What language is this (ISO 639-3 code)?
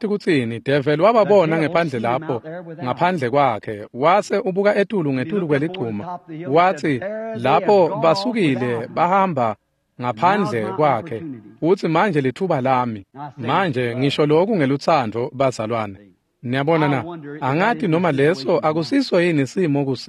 ssw